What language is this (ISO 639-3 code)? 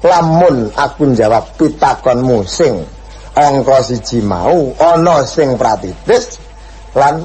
jav